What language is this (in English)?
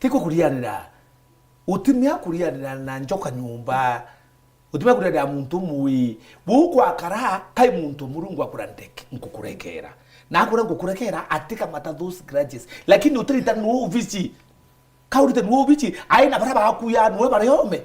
Meru